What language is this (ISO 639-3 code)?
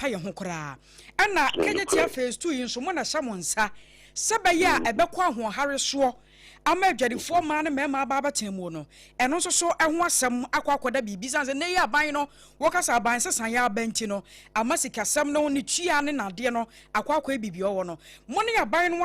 aka